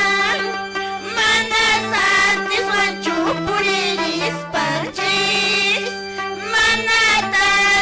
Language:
Quechua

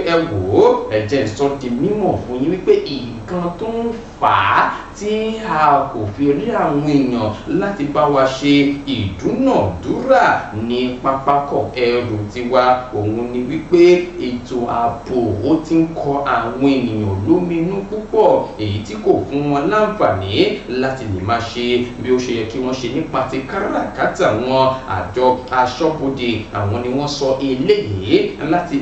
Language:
Yoruba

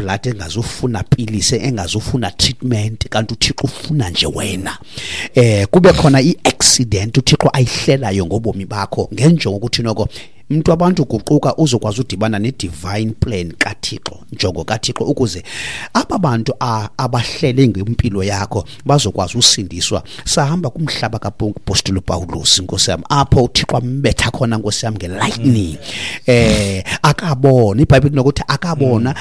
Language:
Xhosa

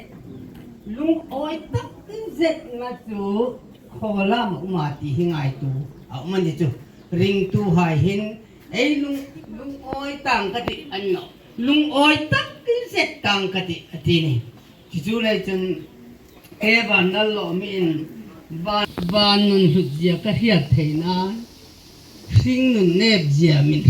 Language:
Hmar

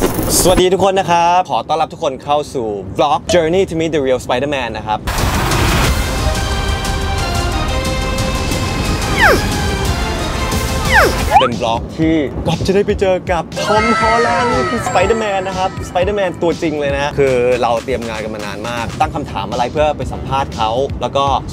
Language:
Thai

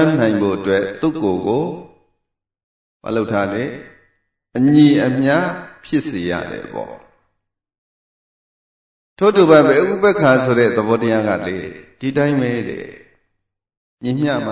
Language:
Burmese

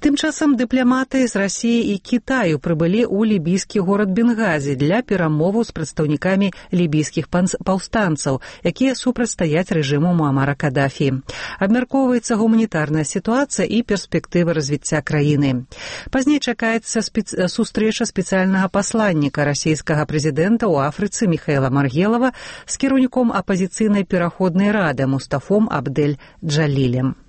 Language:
Belarusian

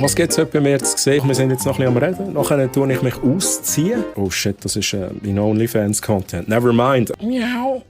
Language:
Swiss German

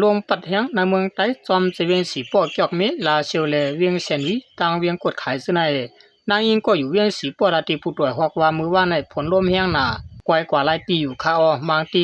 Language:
Shan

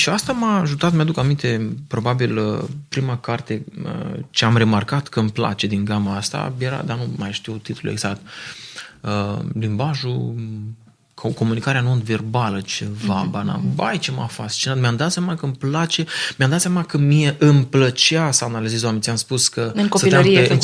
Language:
Romanian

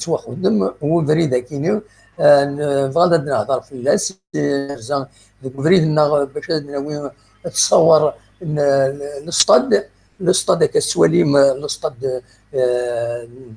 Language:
Kabyle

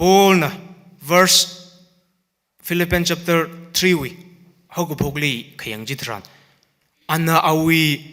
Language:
Tangkhul Naga (India)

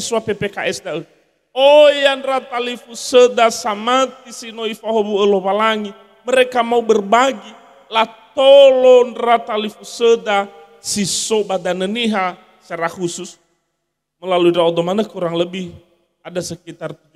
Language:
Nias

